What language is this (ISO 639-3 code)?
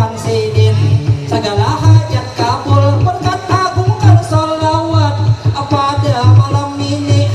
bjn